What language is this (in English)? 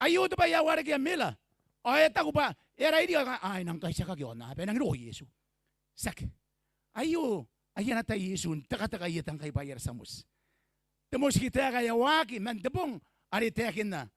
Gilbertese